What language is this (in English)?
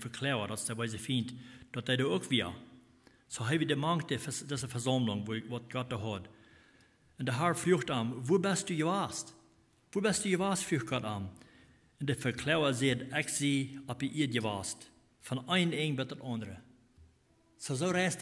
Plautdietsch